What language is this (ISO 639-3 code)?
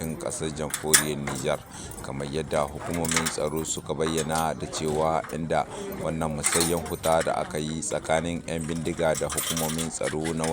hau